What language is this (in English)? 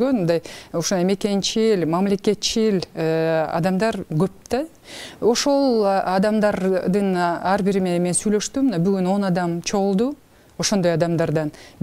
Kyrgyz